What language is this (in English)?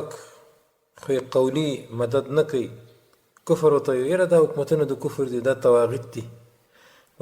Pashto